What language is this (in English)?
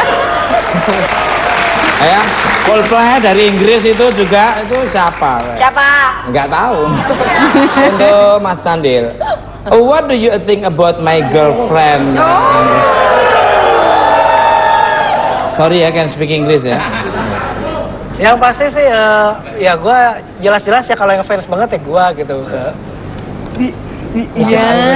Indonesian